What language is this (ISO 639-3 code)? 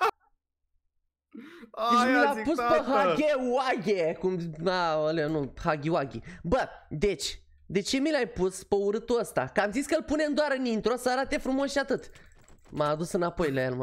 ron